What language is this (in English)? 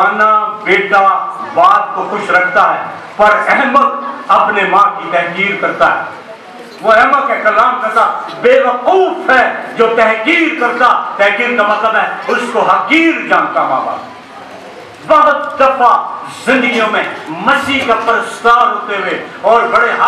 Urdu